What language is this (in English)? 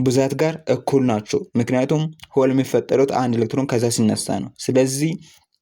Amharic